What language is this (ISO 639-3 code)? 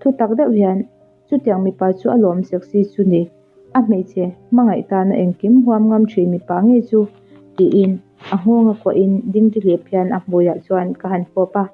lus